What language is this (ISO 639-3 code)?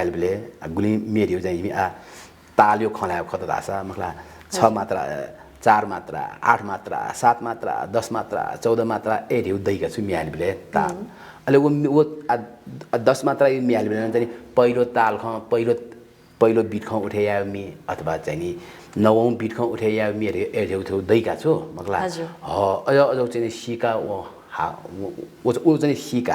new